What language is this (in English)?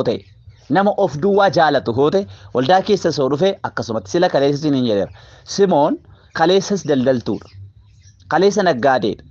Oromo